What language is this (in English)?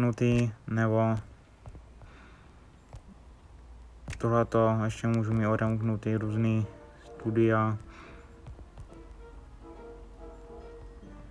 Czech